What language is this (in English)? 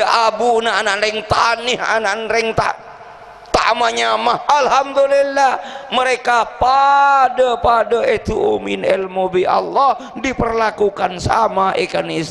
Madurese